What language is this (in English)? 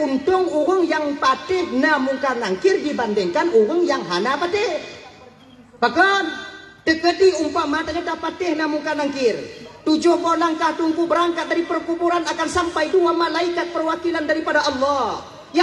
Achinese